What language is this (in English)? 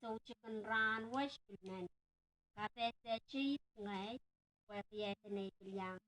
Pohnpeian